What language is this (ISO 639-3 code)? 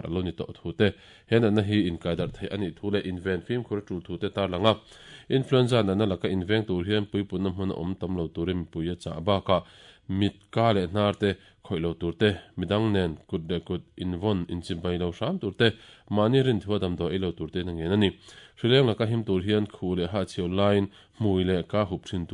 lus